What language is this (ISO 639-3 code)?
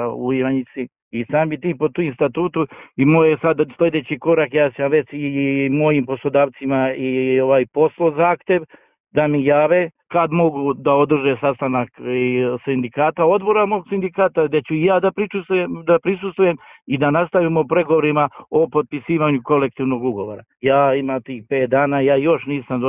srp